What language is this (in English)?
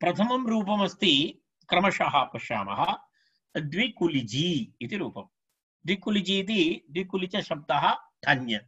Sanskrit